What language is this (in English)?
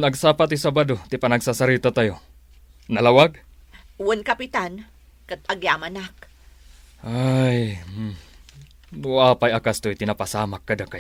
Iloko